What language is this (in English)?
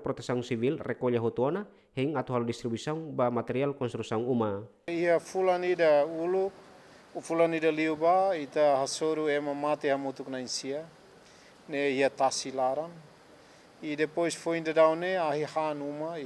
Tetum